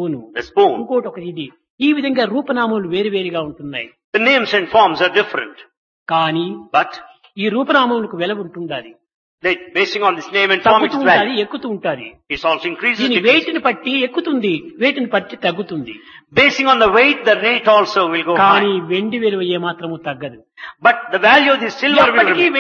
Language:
Telugu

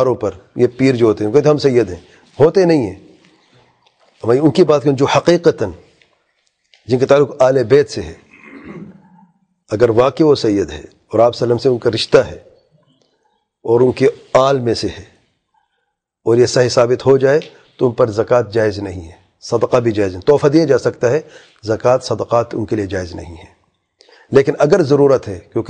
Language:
Urdu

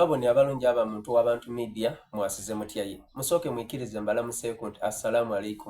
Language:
Soga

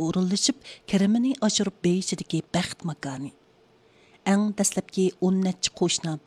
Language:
Uyghur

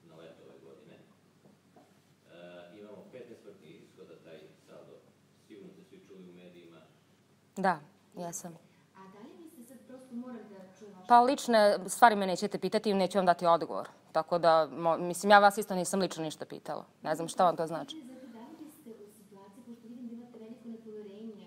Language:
Serbian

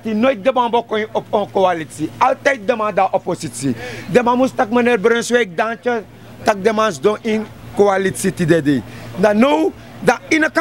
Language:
Sranan Tongo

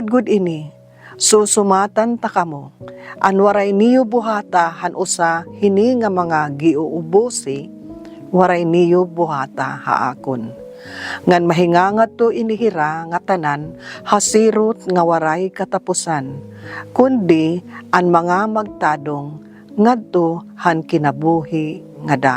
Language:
Waray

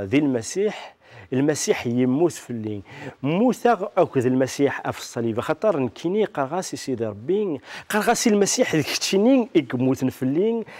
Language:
Kabyle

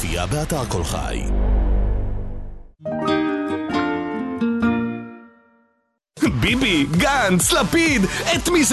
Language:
Hebrew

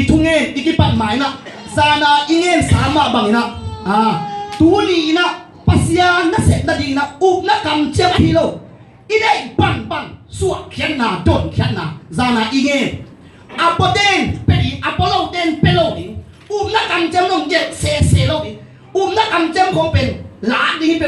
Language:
Tedim Chin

